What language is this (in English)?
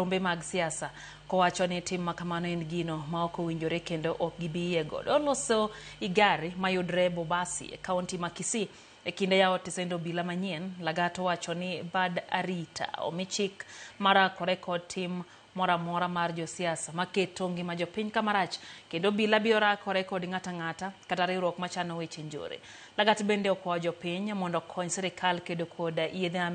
Luo (Kenya and Tanzania)